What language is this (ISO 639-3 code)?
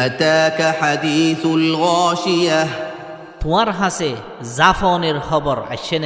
rhg